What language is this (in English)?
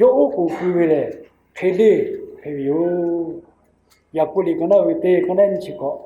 Lahu